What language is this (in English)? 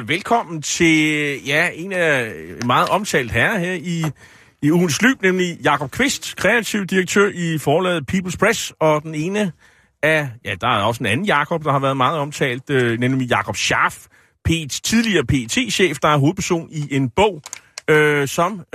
Danish